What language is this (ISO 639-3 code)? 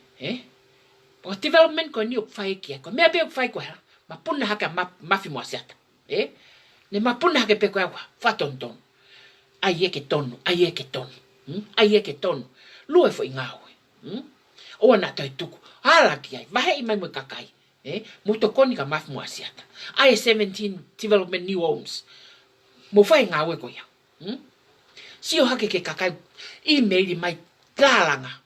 ton